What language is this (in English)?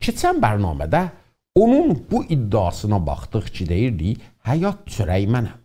South Azerbaijani